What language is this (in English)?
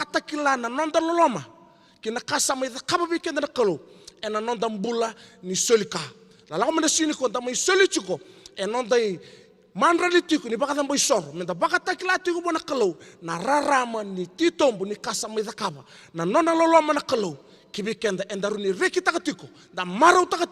Fijian